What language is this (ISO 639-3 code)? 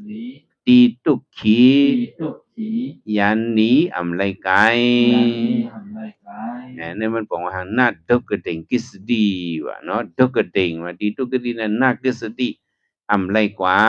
shn